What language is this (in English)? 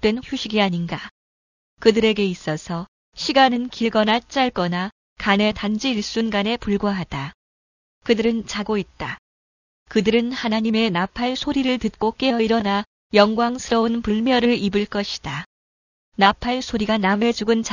Korean